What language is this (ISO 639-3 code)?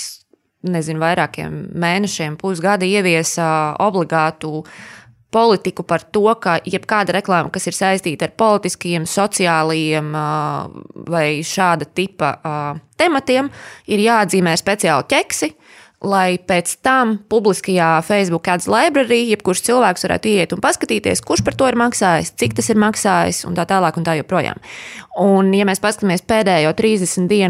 lav